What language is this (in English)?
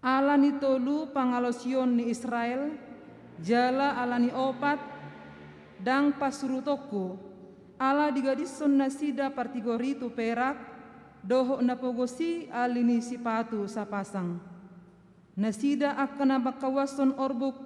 Batak Toba